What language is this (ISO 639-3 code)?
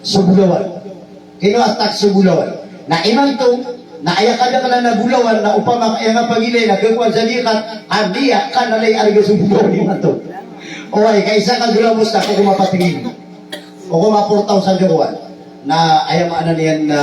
mrw